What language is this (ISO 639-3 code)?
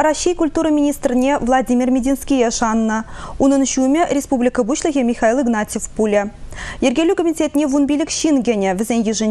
chv